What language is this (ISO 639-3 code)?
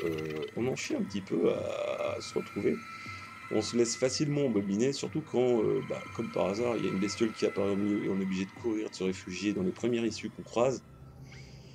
fra